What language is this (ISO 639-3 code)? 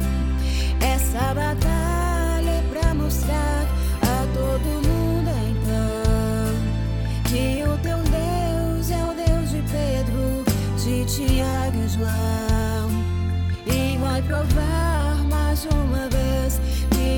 por